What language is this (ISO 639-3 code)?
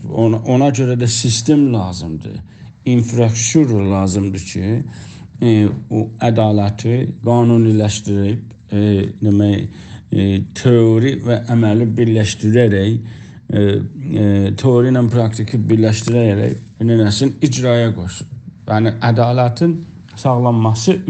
azb